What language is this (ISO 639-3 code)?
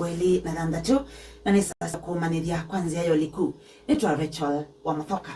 kam